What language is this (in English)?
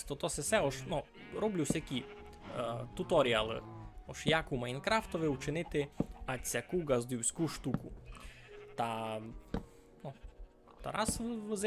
Rusyn